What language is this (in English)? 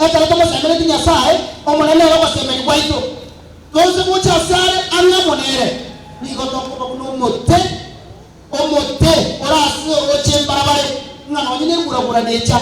Gusii